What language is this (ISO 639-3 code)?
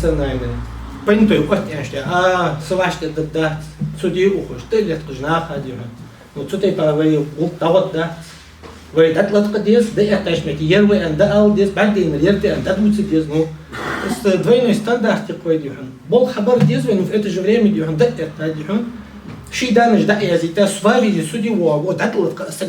inh